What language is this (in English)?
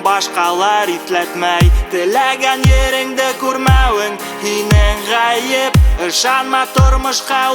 Bashkir